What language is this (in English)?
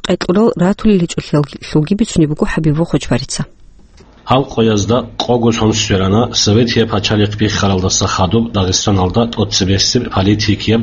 Avaric